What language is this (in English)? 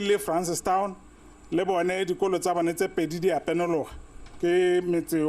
Tswana